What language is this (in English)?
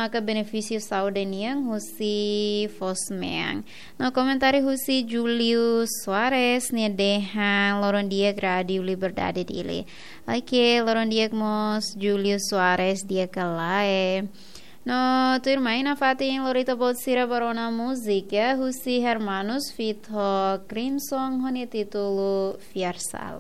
Tetum